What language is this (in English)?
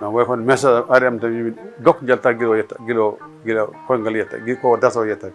Fula